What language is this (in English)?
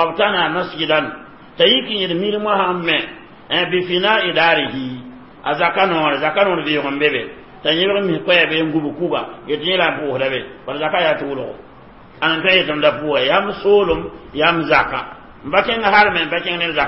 Mossi